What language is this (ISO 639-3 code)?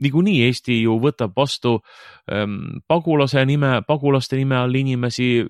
est